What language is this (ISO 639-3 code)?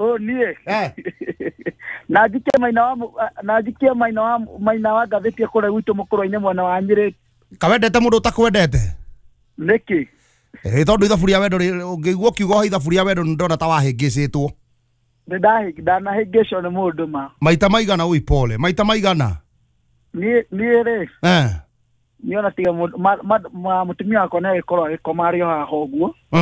kik